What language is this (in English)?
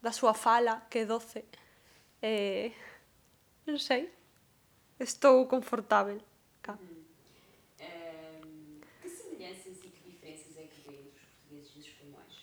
Galician